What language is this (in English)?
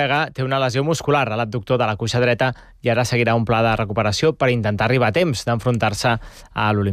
Catalan